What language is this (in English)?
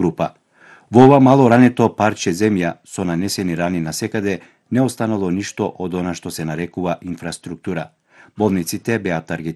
Macedonian